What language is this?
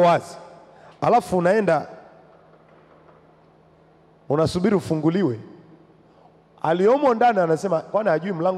Swahili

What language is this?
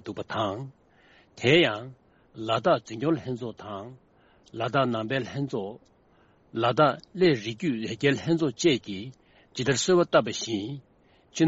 Tibetan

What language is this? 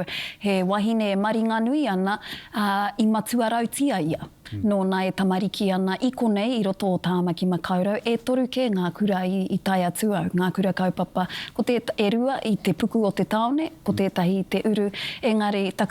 Māori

